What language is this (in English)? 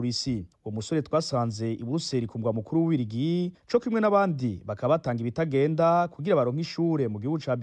Rundi